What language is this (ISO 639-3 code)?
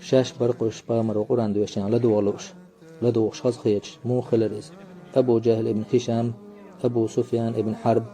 che